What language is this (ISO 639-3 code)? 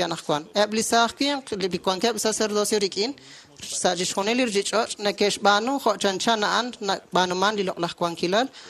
kek